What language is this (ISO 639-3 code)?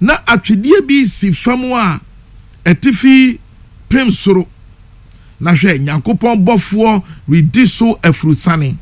aka